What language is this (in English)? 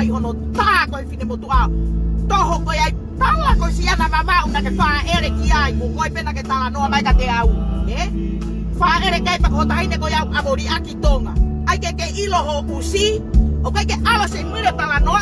Tongan